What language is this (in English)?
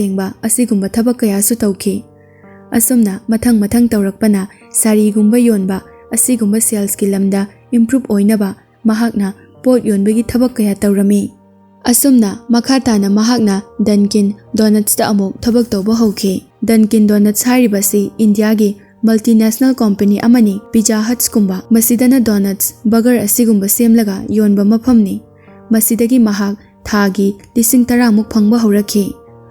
Manipuri